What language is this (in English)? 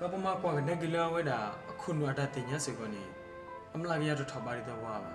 S'gaw Karen